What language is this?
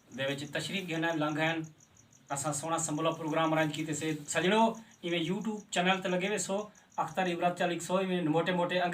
Saraiki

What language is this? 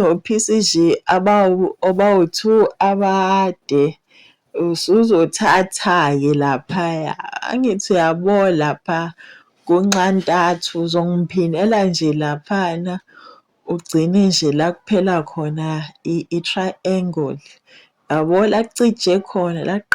Zulu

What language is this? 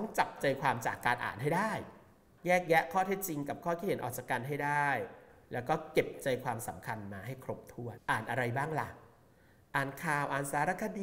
Thai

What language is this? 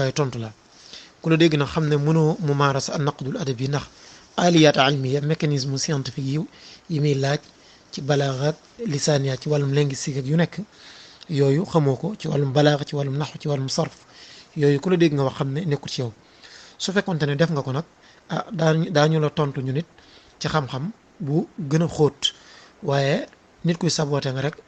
Wolof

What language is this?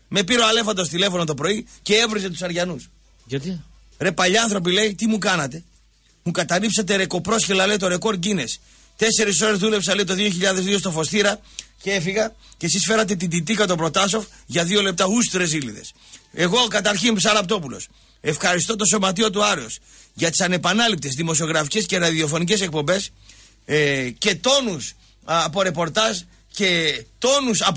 Greek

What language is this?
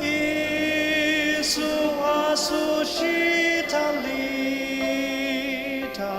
Ao Naga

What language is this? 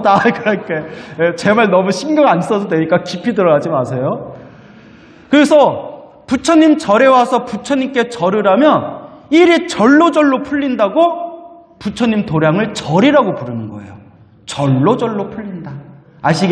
Korean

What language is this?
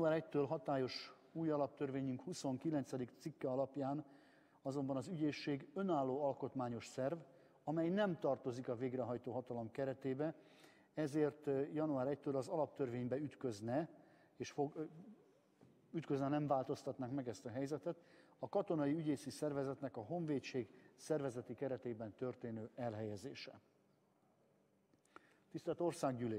Hungarian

